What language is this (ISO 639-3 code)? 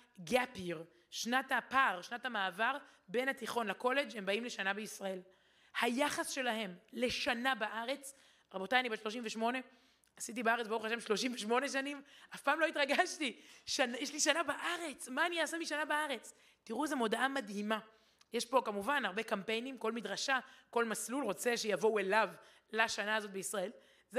heb